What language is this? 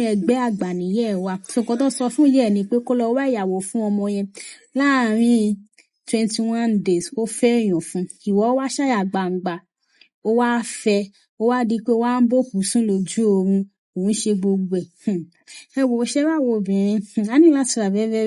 Yoruba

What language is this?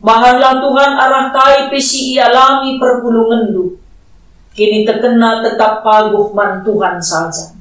Batak Karo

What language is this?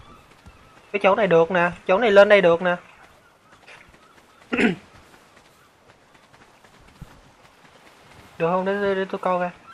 Vietnamese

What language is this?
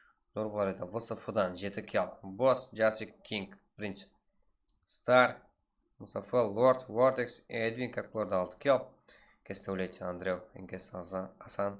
Kara-Kalpak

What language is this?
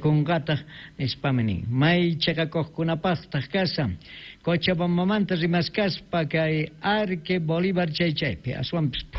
South Bolivian Quechua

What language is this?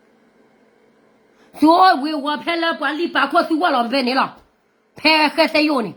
S'gaw Karen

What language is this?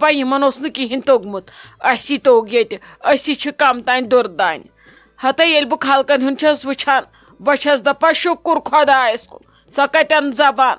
Kashmiri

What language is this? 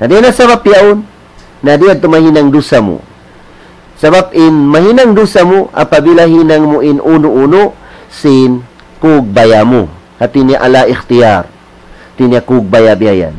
Tausug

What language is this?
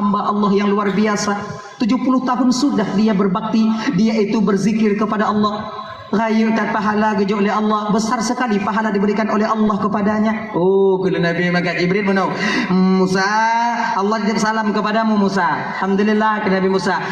Achinese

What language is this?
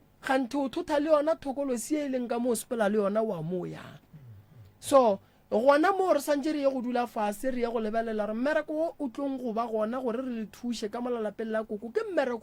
Northern Sotho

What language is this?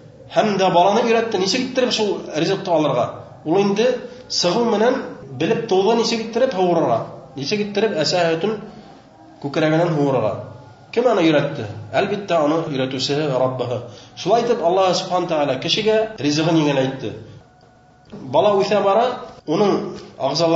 Bashkir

